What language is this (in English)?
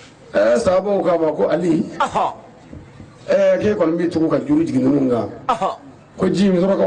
Bambara